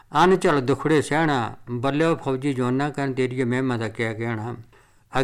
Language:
Punjabi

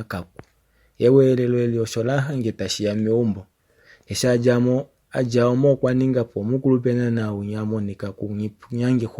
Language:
Kuanyama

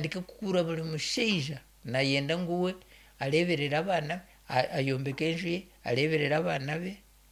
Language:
Nyankole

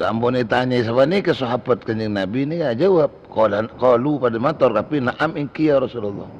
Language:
Madurese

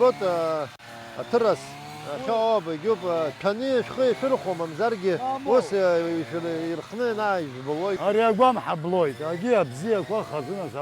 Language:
Abkhazian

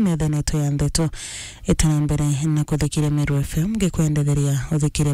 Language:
Meru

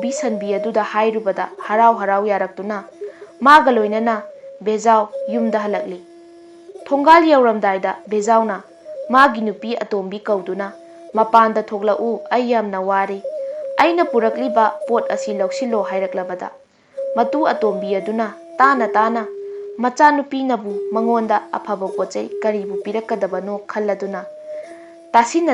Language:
Manipuri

